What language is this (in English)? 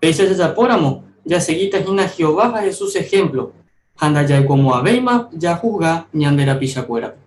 Guarani